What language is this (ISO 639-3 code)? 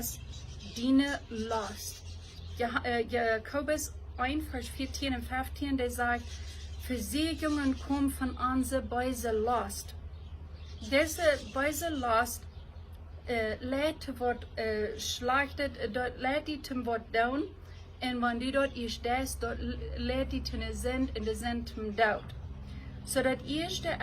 pdt